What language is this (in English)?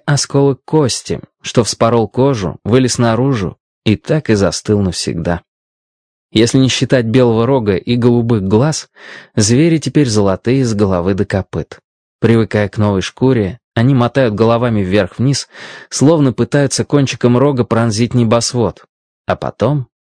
Russian